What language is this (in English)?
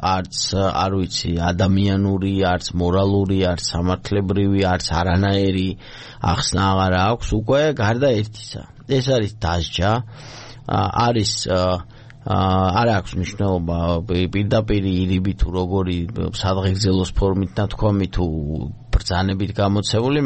Georgian